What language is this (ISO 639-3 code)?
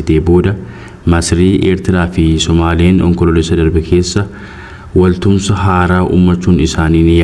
orm